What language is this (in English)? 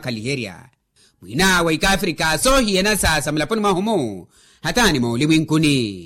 Makhuwa